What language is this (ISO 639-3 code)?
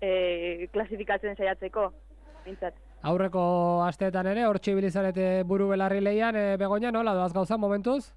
eus